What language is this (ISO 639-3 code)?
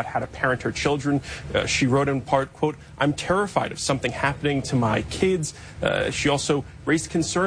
eng